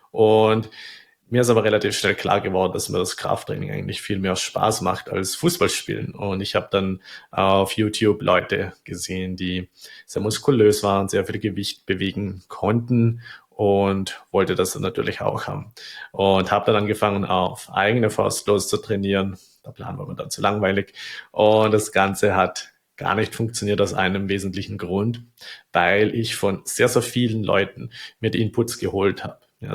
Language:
German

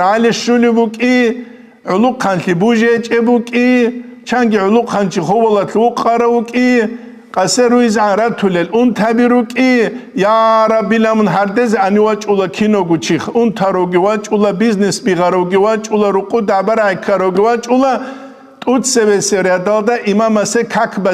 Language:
Avaric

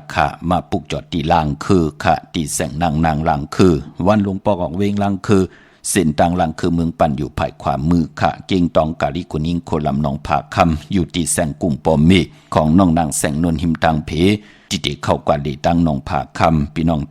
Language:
Shan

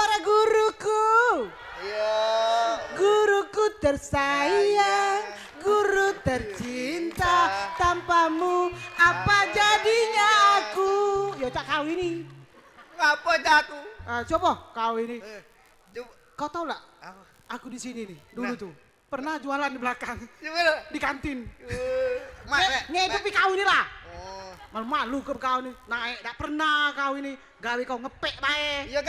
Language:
Musi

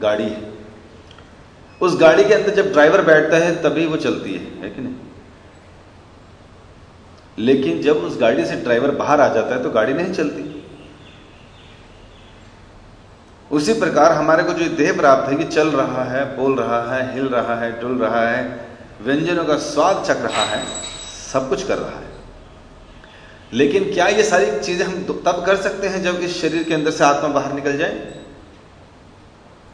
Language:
Hindi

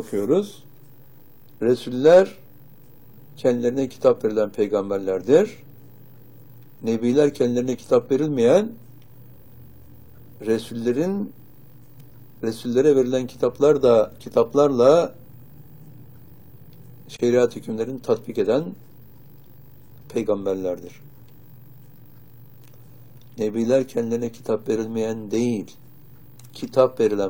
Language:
Turkish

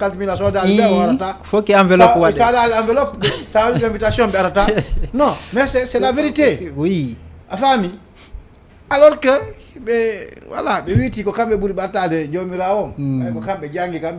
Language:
Fula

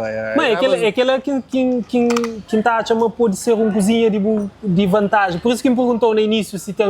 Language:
Kabuverdianu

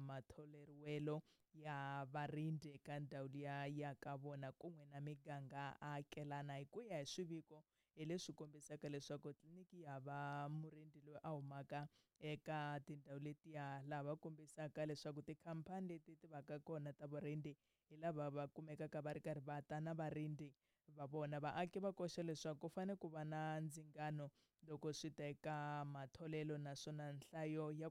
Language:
Tsonga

